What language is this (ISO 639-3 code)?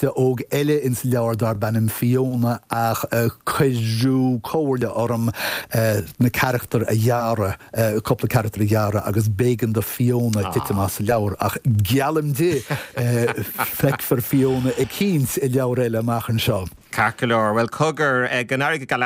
gle